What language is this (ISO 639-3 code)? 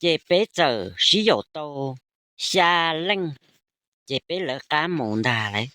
hmn